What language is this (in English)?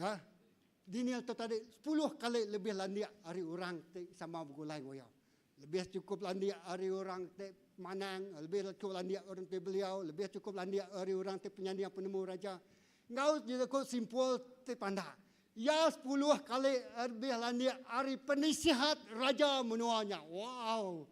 Iban